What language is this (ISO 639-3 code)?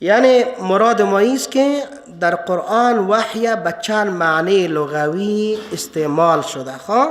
fas